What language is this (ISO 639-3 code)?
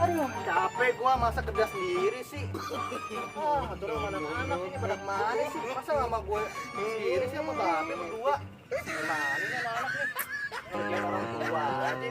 bew